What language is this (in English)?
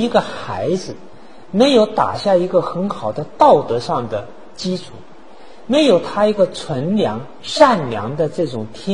Chinese